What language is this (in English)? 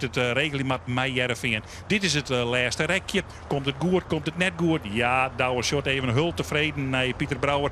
Western Frisian